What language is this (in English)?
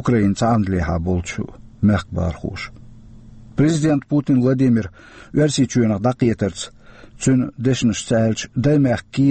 Chechen